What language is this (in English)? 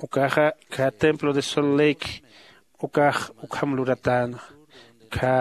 Aymara